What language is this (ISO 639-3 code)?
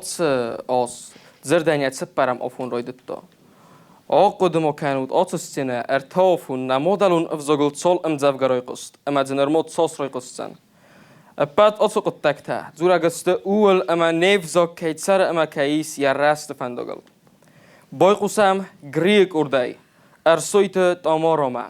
oss